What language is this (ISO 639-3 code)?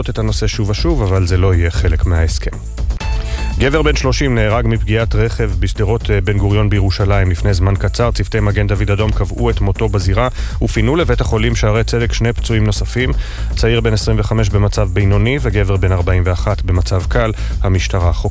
heb